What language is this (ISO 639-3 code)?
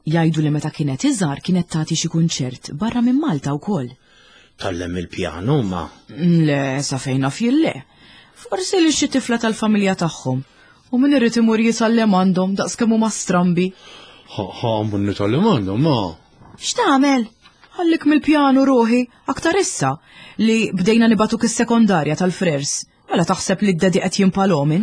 mlt